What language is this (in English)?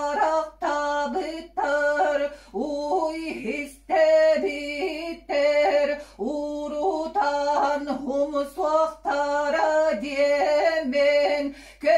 Yakut